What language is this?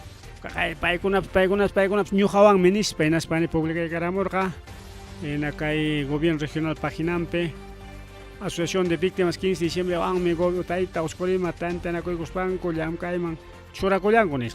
Ayacucho Quechua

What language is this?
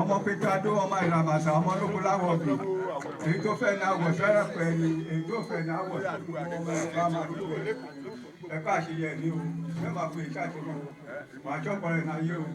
Yoruba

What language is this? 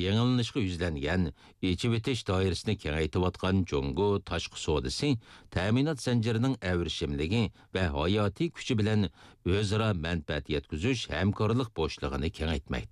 Uyghur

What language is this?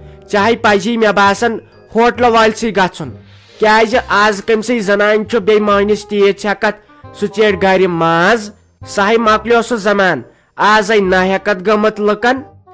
Kashmiri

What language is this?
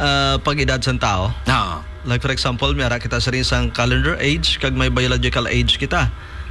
Hiligaynon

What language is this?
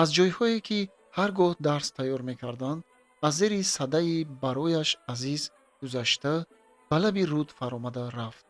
Tajik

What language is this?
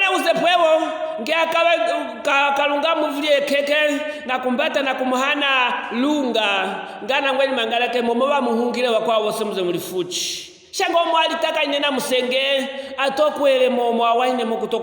Luvale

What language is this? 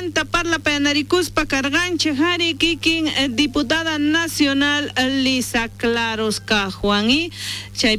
South Bolivian Quechua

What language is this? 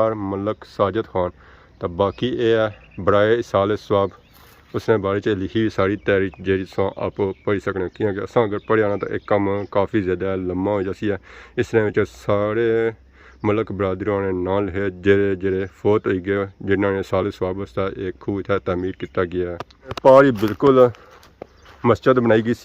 Pahari-Potwari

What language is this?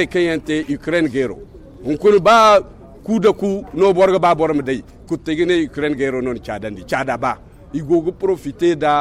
Zarma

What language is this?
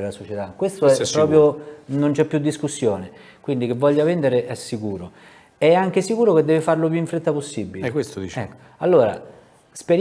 Italian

